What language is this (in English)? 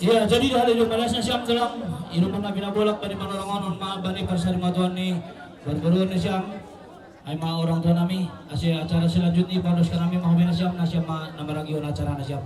Batak Simalungun